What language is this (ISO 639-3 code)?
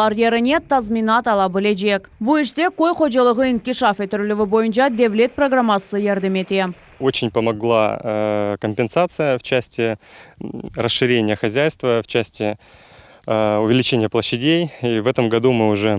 crh